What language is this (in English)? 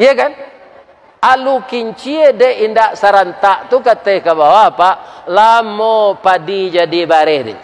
Minangkabau